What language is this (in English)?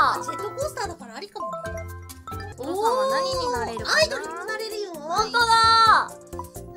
Japanese